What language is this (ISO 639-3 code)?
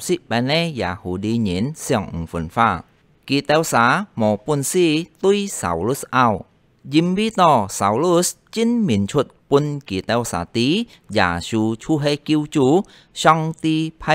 hak